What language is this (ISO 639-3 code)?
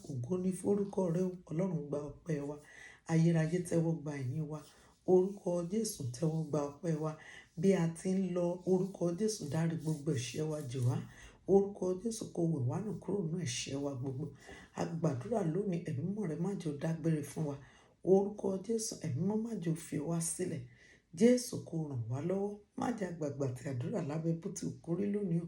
yor